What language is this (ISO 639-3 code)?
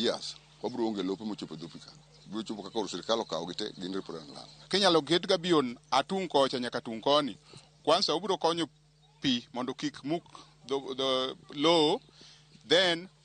luo